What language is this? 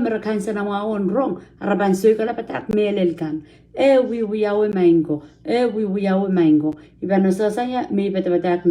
Pohnpeian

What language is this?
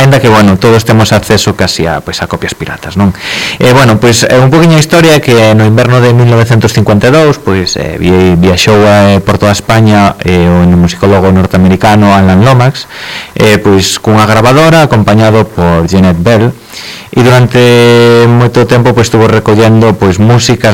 Galician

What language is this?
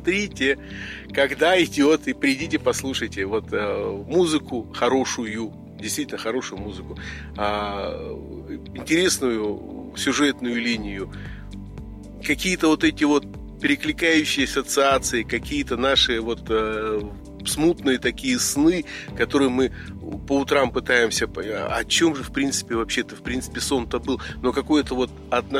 Russian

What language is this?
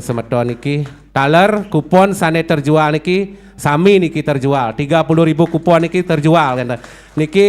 Balinese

